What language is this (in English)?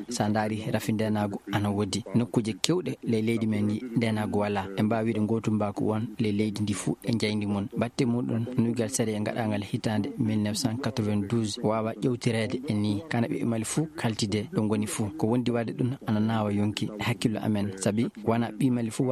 Fula